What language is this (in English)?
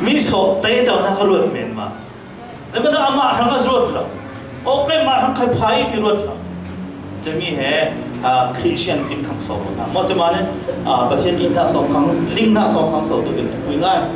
Falam Chin